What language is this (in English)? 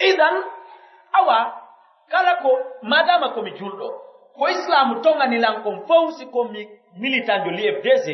Pular